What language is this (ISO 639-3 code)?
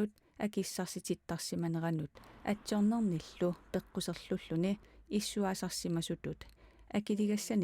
kal